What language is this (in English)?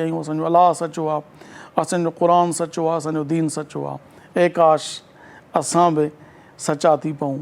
Sindhi